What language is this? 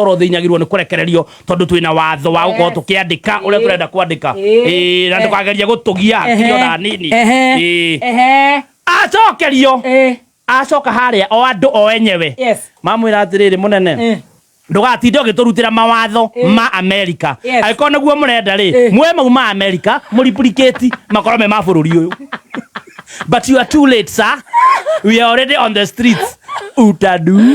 Kikuyu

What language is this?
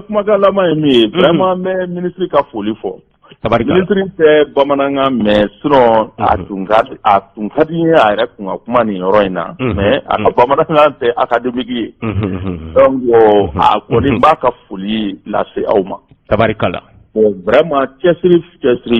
Bambara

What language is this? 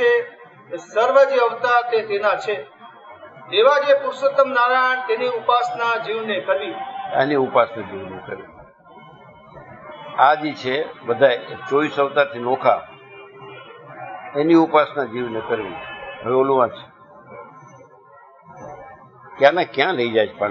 Gujarati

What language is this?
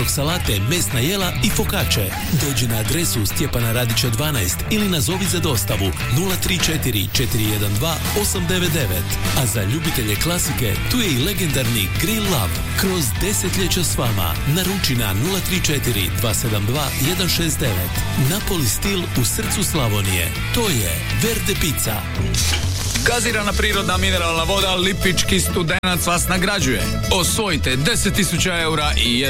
Croatian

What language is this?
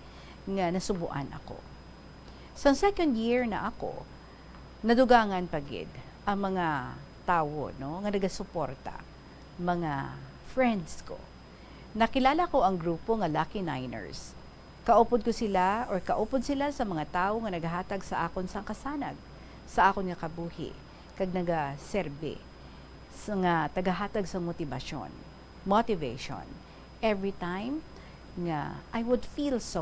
Hiligaynon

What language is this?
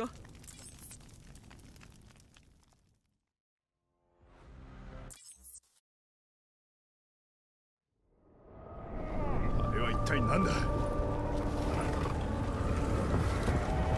Japanese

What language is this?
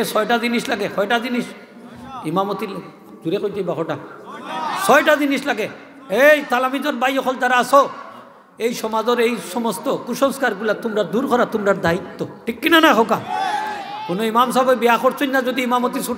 Sylheti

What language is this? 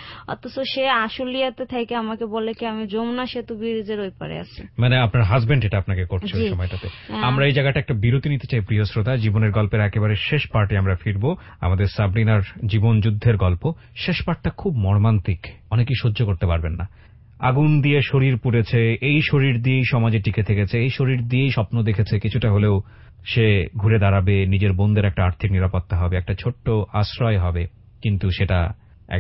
Bangla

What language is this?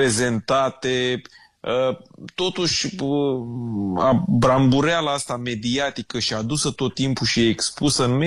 Romanian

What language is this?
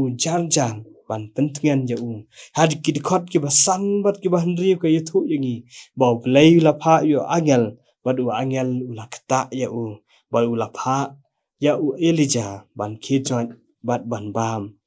Khasi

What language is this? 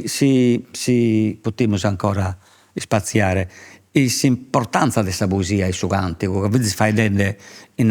Sardinian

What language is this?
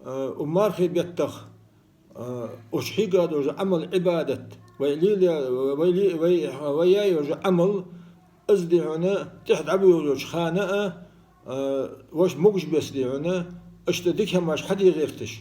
Ingush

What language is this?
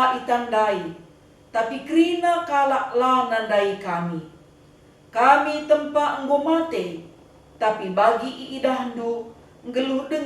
Batak Karo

